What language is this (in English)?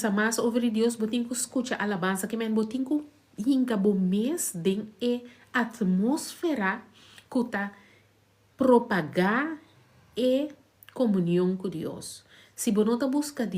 Papiamento